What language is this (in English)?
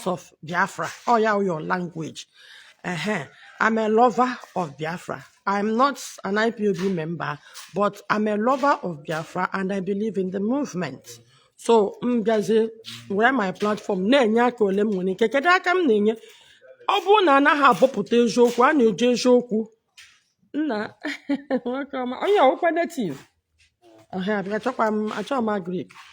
Igbo